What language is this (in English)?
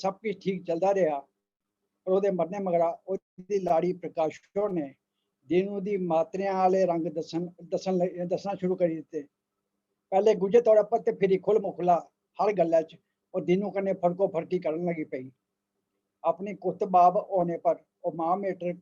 Dogri